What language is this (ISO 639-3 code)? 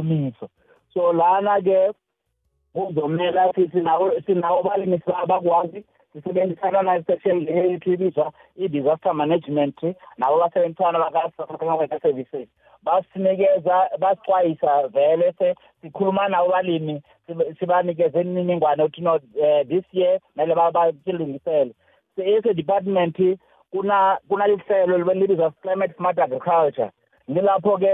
nbl